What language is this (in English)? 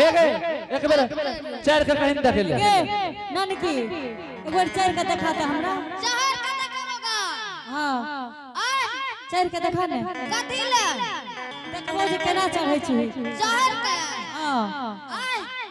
Angika